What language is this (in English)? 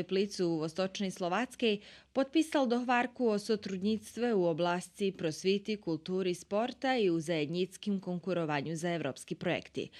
Rusyn